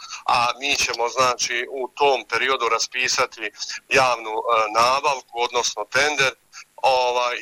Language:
Bosnian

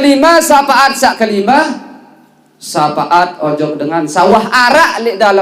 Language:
Sasak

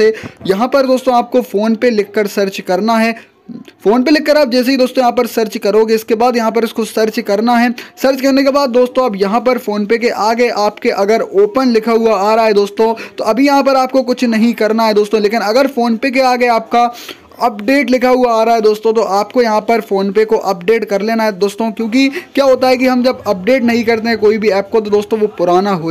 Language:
Hindi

